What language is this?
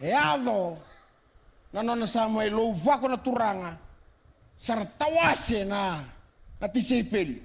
Fijian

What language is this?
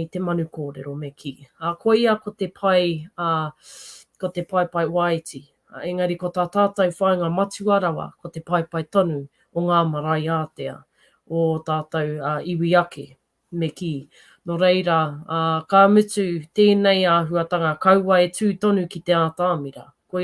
Māori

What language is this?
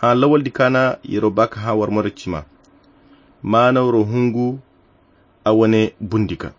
Koyra Chiini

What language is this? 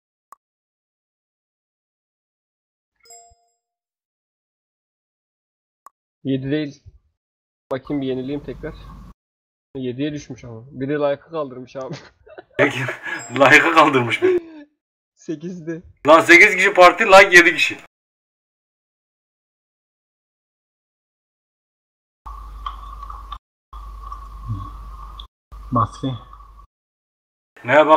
Turkish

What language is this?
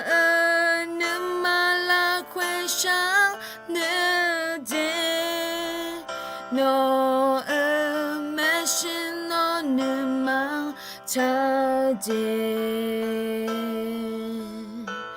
Akha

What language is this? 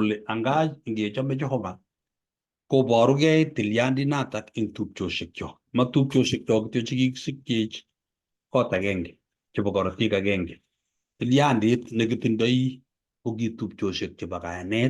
Kalenjin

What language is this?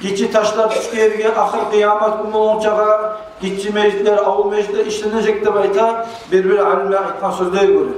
Kumyk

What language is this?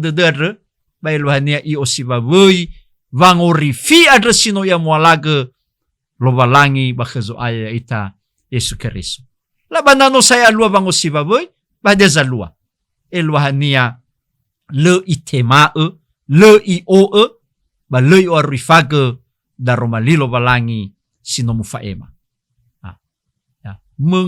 Nias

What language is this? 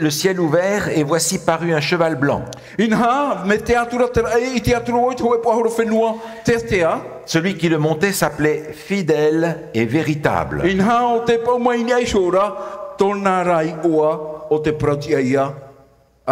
Tahitian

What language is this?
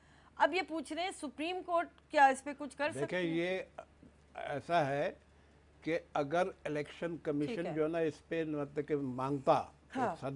Urdu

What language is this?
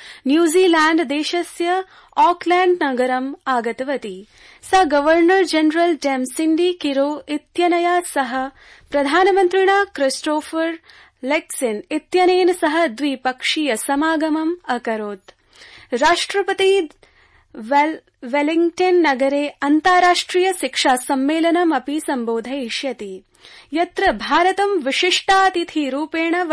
Sanskrit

